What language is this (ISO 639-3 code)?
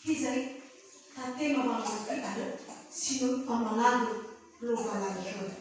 nia